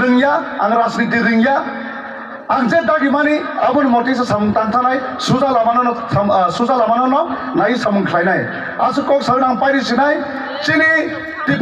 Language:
Kok Borok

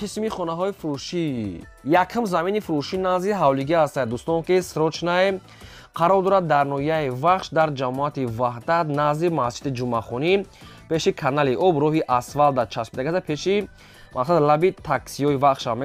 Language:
Tajik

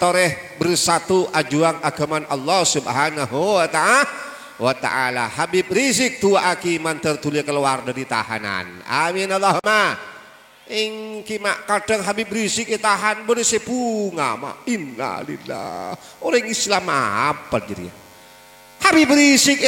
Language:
Madurese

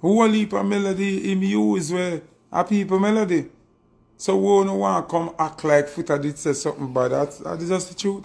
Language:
Jamaican Creole English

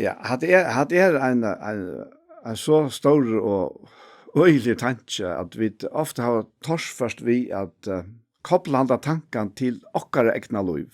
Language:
Faroese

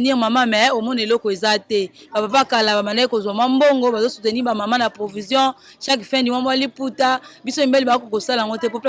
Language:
Lingala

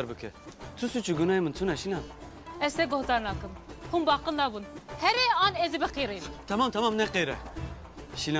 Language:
Kurdish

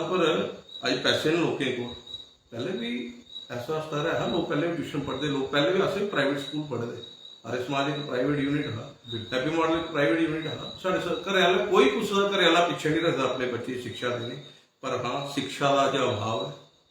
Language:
Dogri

